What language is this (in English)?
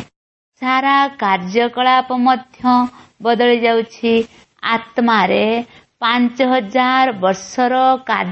Odia